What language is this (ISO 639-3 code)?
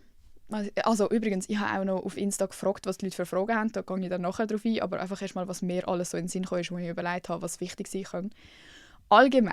gsw